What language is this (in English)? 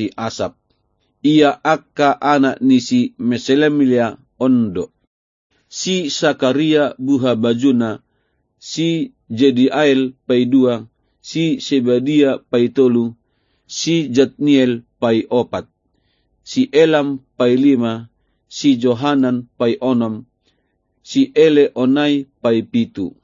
Batak Toba